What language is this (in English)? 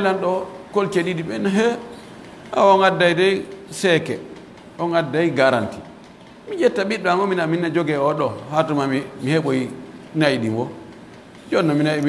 Pular